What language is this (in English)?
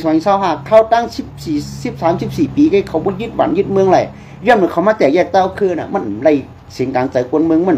Shan